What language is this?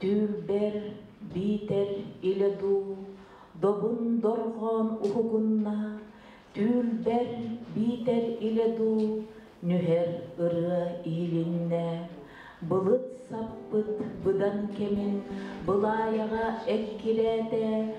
Yakut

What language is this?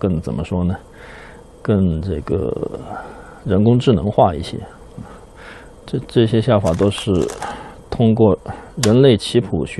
Chinese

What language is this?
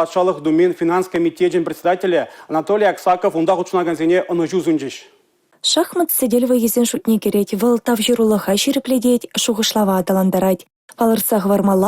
Chuvash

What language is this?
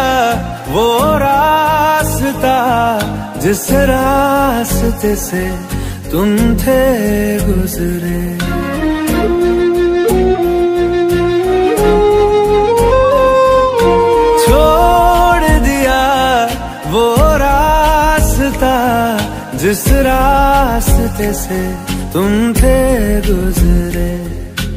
Hindi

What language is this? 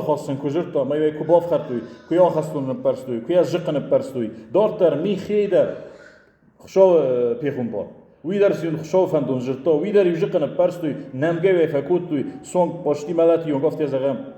Ossetic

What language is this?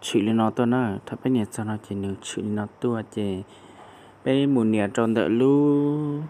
Hmong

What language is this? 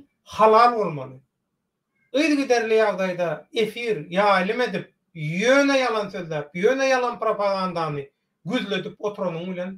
Turkmen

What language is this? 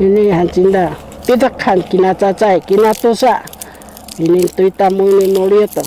Sakizaya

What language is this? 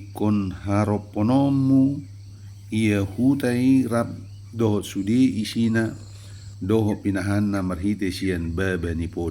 Batak Toba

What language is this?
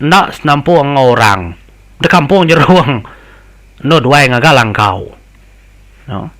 Iban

